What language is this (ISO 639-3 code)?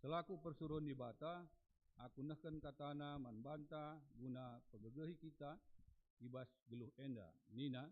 btx